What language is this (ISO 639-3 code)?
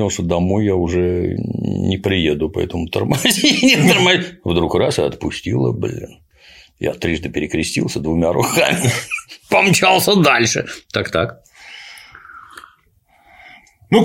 rus